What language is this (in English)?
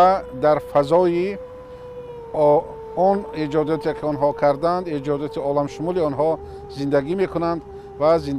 Tajik